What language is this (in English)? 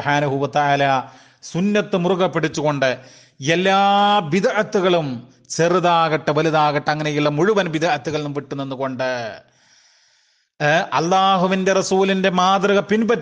Malayalam